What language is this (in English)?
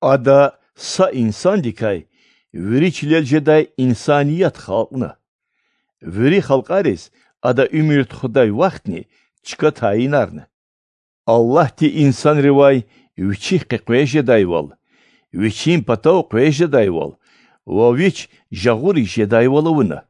Lezghian